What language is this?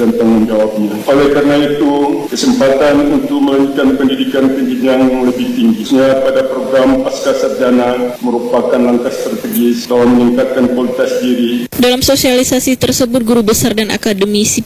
Indonesian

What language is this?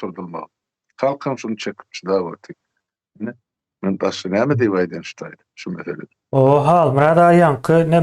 Turkmen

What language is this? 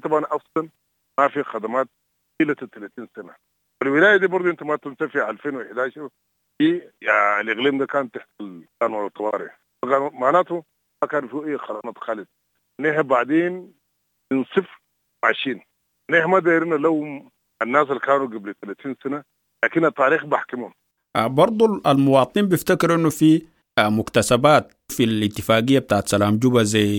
Sudanese Arabic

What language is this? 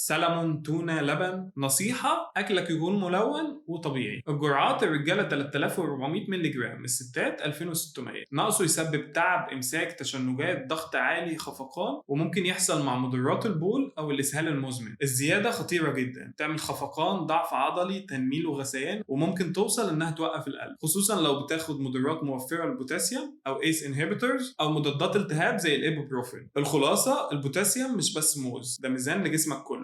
Egyptian Arabic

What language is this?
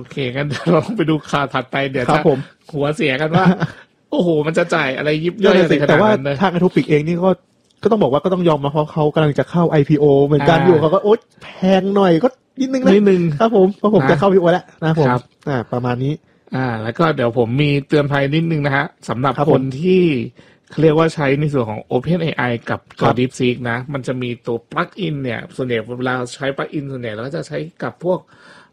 Thai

